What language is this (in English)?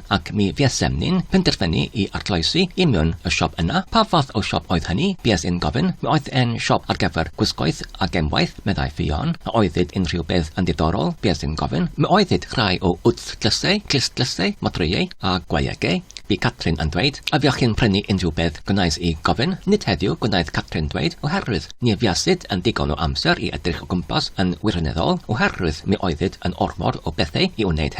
Welsh